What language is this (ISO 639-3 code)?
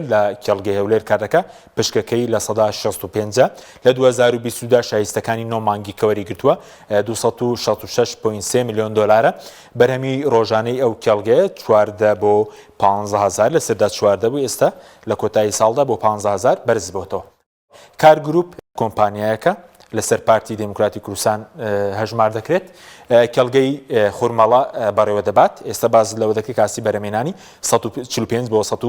ckb